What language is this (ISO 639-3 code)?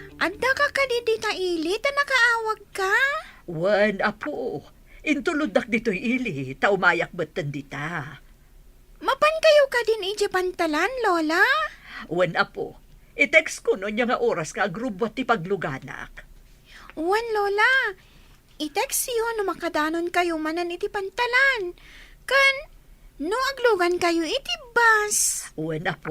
ilo